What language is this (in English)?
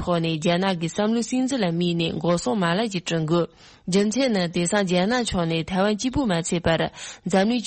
Tibetan